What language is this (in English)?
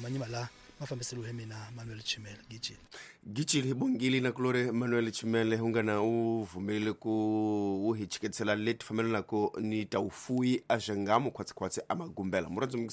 Tsonga